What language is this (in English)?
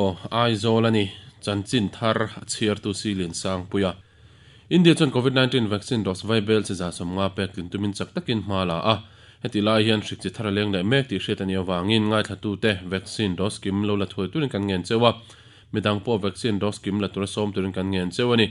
Mizo